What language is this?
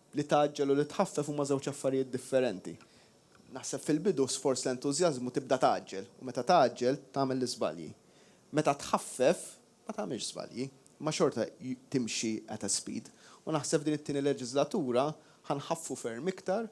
Maltese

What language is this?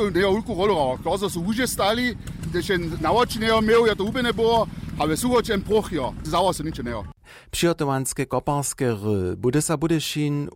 Upper Sorbian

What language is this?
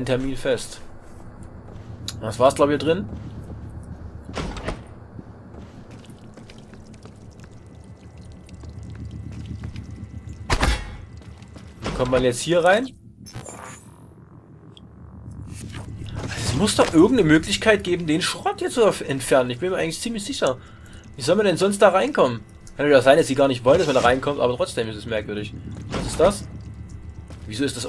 German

